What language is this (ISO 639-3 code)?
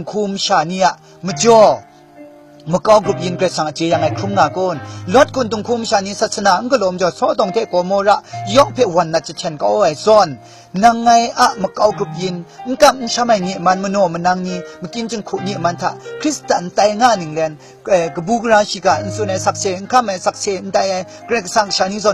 kac